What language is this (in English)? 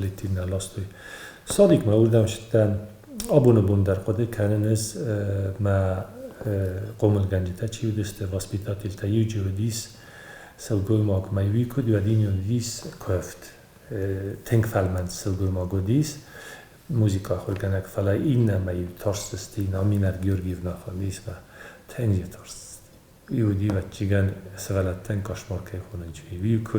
Ossetic